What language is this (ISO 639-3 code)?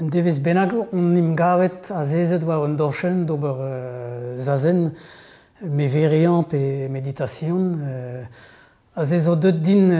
bre